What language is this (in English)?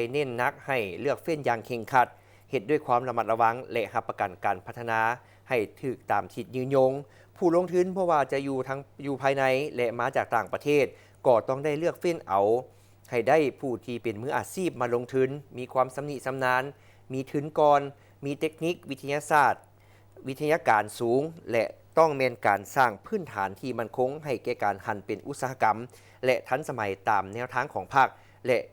Lao